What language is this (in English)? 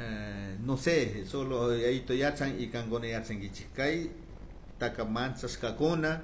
Chimborazo Highland Quichua